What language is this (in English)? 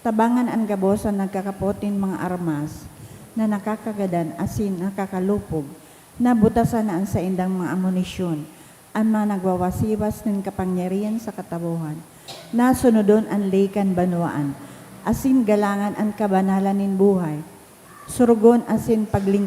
Bikol